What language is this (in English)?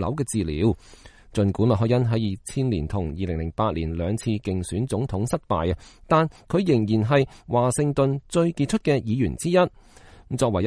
Cantonese